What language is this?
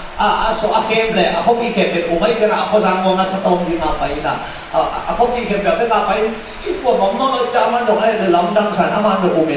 Tedim Chin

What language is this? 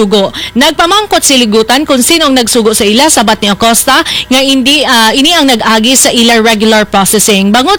Hiligaynon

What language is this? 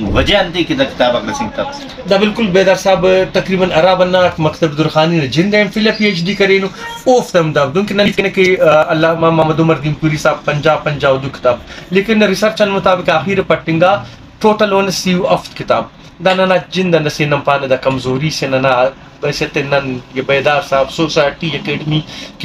Brahui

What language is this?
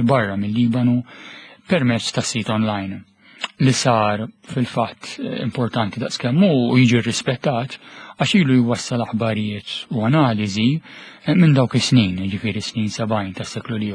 Maltese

